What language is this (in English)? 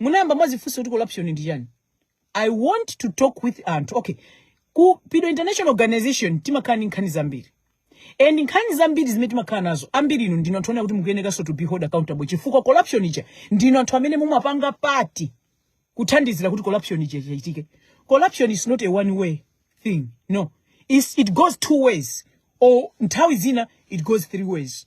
Nyanja